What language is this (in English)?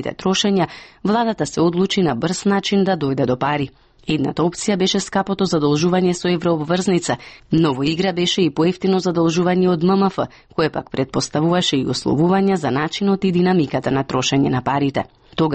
Macedonian